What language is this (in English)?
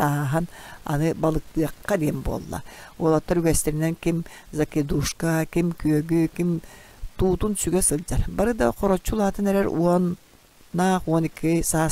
Yakut